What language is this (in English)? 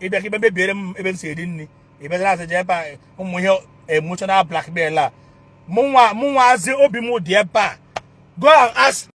Igbo